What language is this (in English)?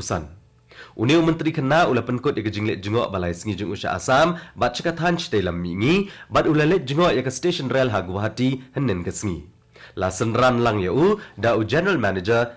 Khasi